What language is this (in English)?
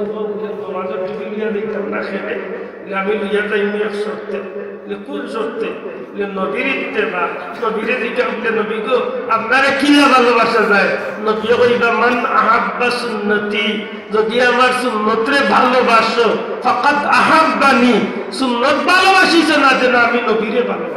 Sylheti